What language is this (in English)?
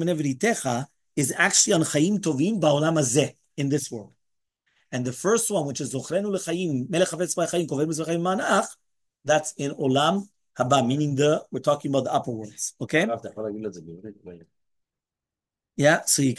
English